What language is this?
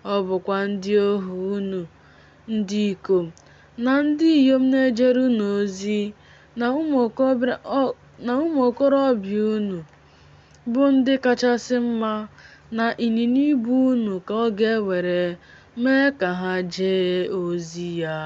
Igbo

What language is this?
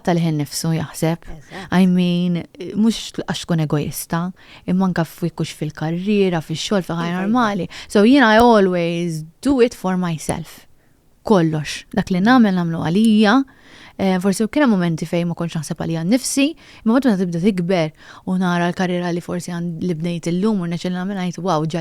Maltese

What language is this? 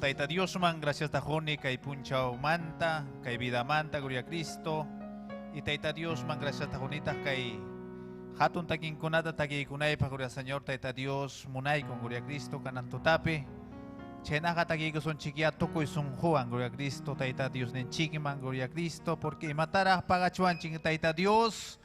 Ayacucho Quechua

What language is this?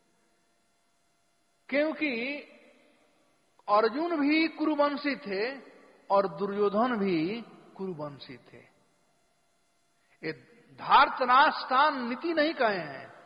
Hindi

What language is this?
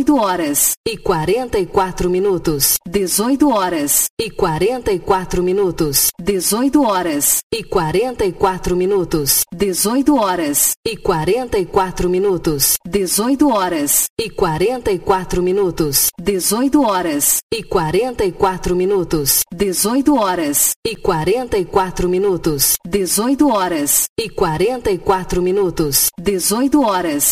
Portuguese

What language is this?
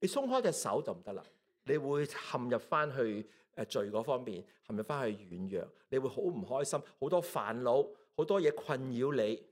Cantonese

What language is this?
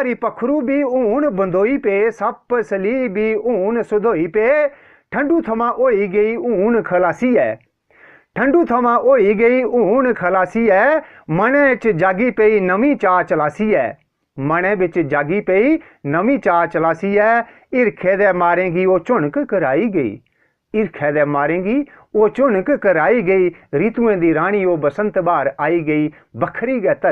Dogri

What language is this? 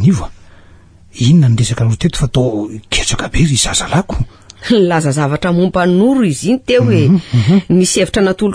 Malagasy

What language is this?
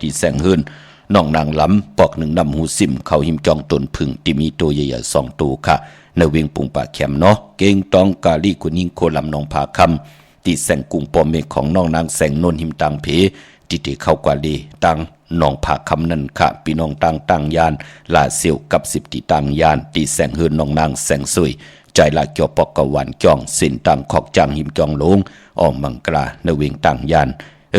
Shan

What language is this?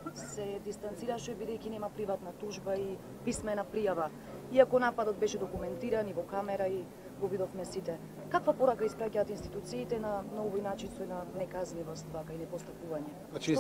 Macedonian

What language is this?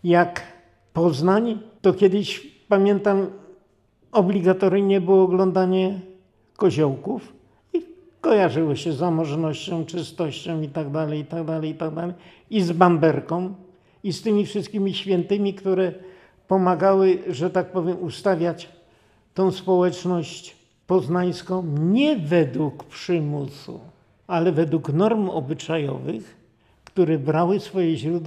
Polish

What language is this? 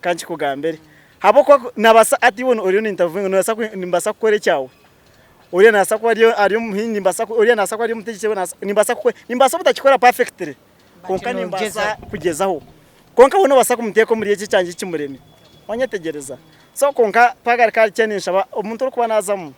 Nyankole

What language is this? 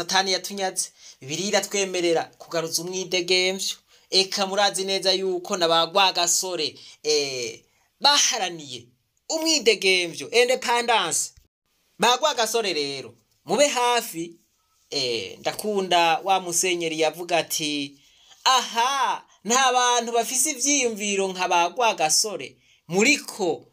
Rundi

